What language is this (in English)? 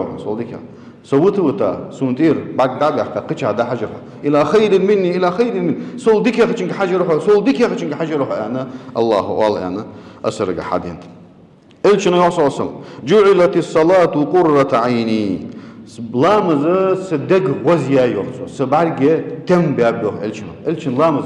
Ingush